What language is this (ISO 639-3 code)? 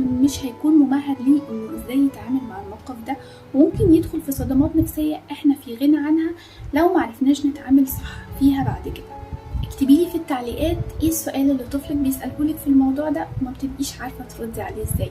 arz